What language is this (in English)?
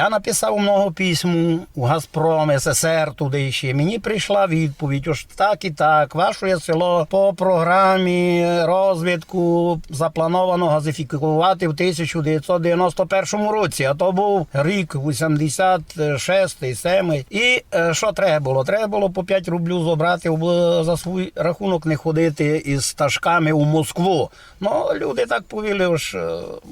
Rusyn